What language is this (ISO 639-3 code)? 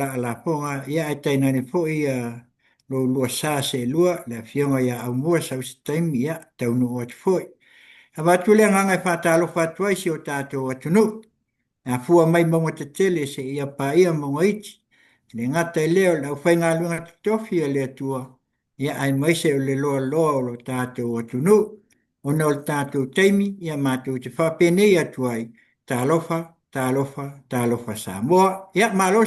smo